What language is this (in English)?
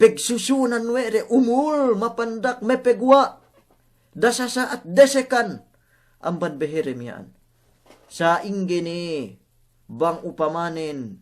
Yakan